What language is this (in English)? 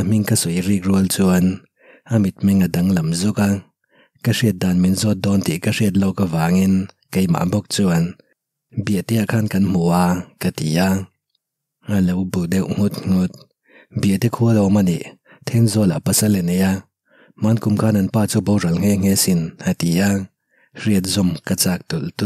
Mizo